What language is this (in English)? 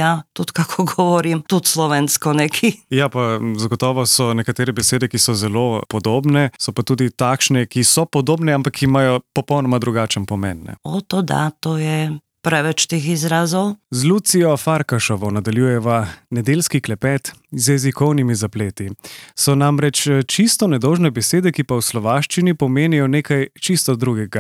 Slovenian